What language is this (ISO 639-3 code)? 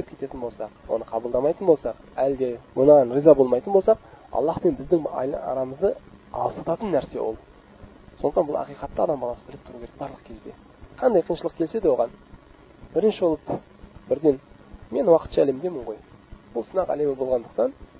kaz